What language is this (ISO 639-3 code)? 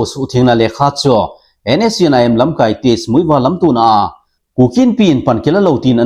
tcz